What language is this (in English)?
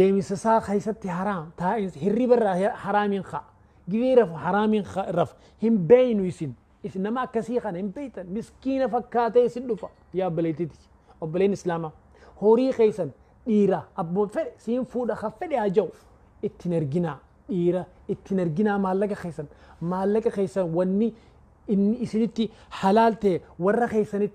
Oromo